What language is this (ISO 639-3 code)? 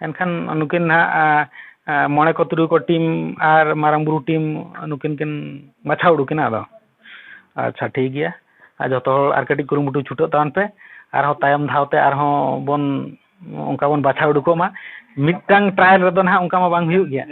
sat